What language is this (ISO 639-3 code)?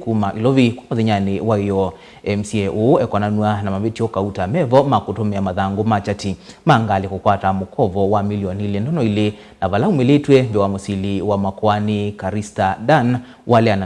kam